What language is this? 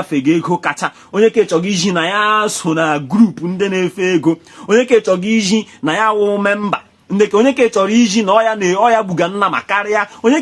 Igbo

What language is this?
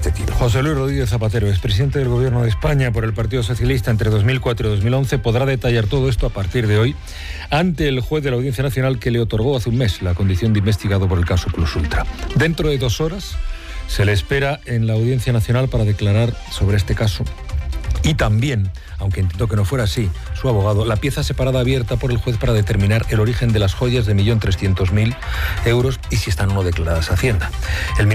Spanish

